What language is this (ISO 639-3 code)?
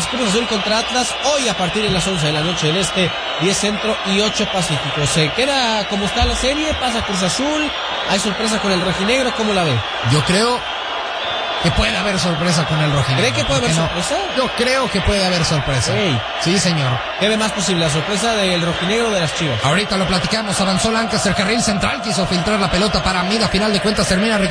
spa